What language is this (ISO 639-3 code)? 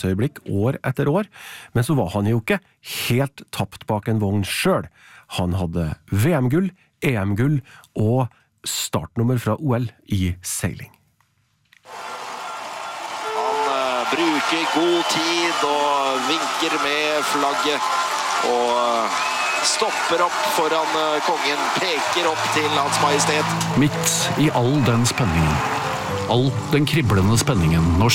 nor